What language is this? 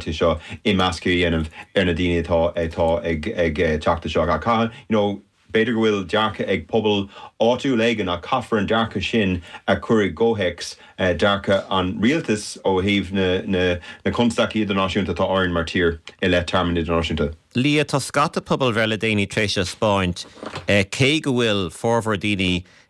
Irish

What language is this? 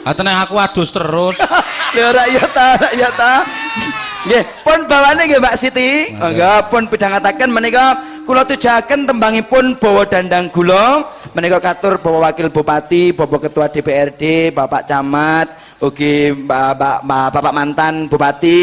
Javanese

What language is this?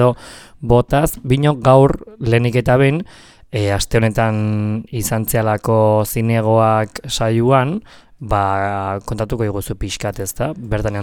Basque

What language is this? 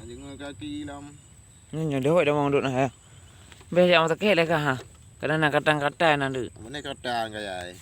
Achinese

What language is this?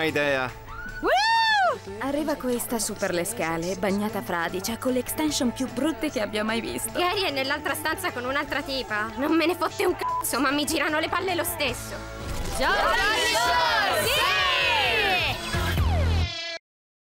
Italian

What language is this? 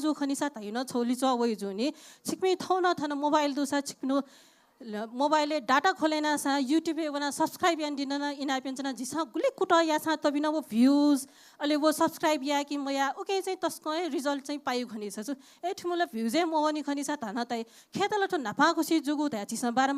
Newari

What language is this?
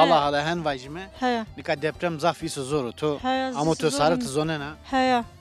Zaza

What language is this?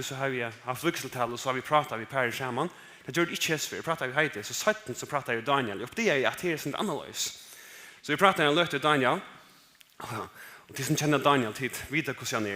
Faroese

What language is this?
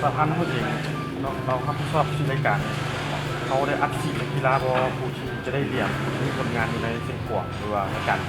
Lao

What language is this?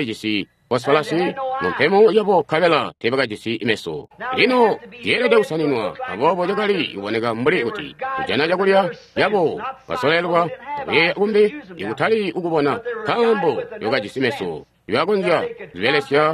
Tonga (Zambia)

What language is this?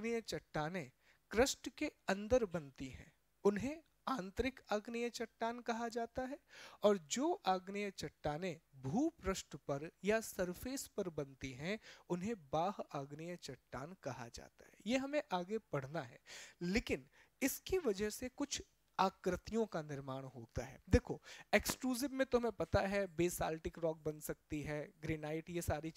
Hindi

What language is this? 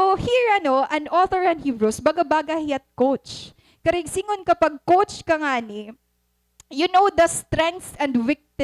Waray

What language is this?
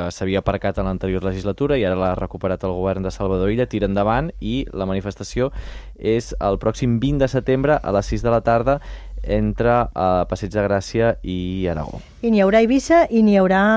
Catalan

